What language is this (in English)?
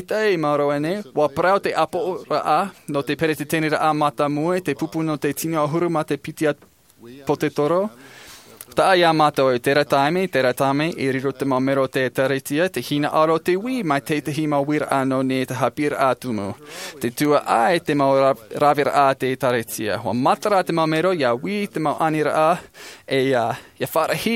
Tahitian